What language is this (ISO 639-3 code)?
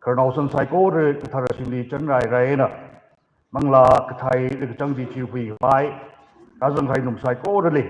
nmf